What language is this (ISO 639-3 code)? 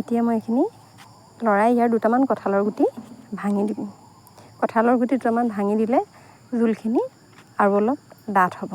asm